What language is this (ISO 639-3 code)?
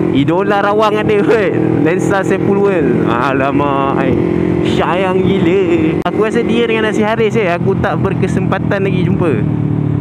msa